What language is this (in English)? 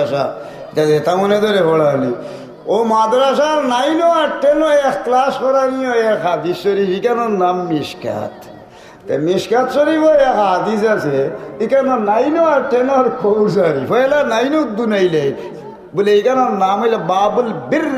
Sylheti